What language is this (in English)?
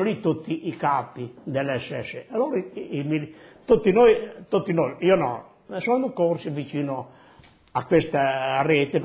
Italian